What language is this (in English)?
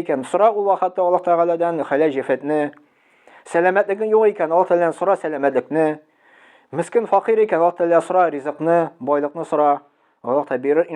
Tatar